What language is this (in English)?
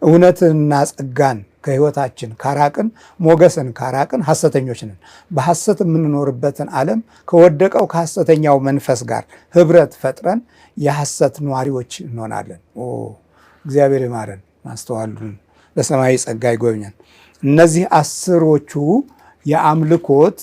Amharic